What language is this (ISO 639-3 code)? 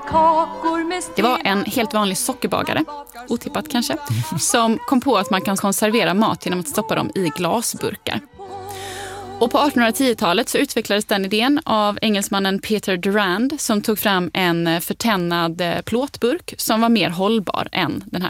swe